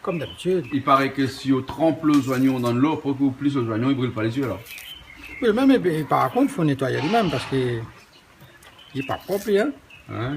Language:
Réunion Creole French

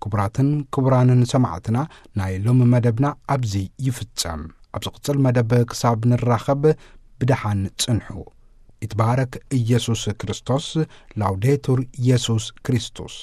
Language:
Tigrinya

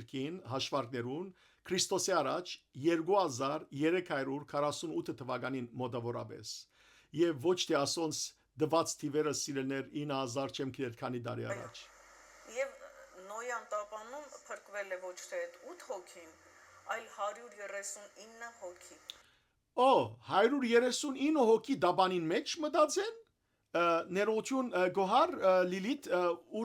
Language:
Western Armenian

